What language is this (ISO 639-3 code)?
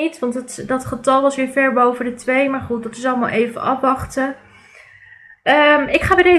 nld